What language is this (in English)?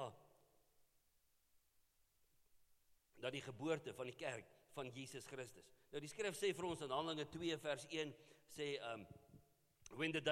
Afrikaans